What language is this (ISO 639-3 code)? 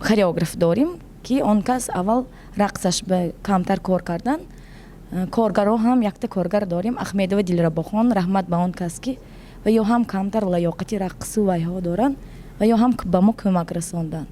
tgk